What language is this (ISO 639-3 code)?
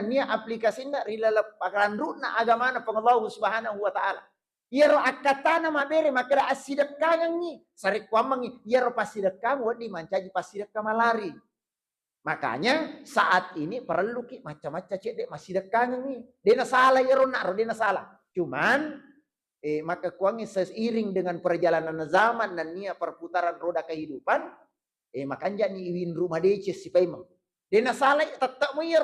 bug